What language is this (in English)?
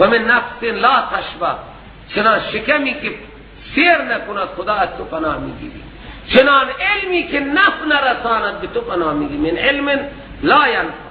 Persian